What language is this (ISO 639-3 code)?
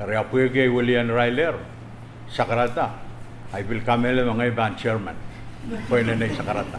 pon